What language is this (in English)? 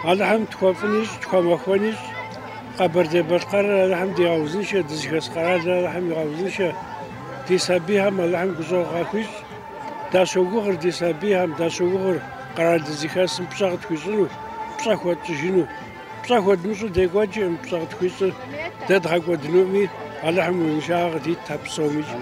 Kabardian